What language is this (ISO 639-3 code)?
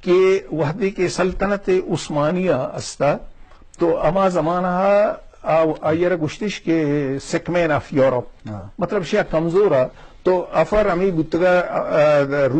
bgp